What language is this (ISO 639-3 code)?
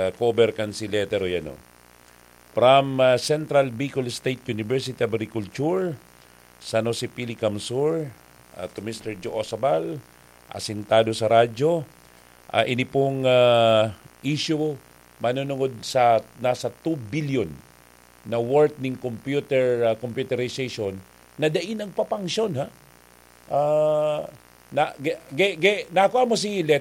bik